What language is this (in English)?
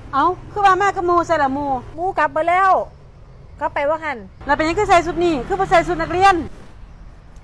Lao